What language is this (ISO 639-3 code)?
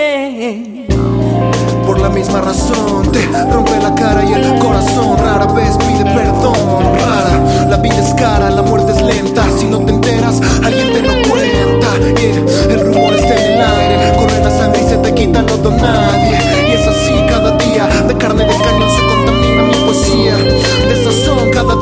spa